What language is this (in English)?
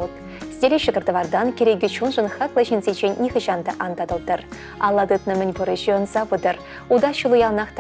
Chuvash